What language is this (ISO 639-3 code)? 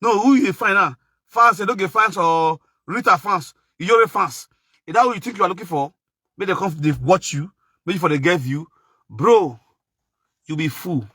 pcm